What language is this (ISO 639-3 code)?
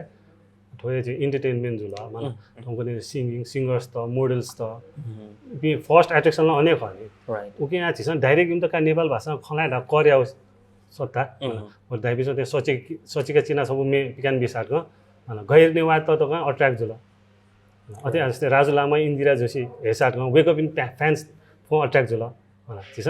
new